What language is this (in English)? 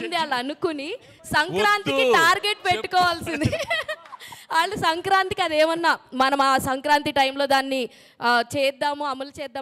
Telugu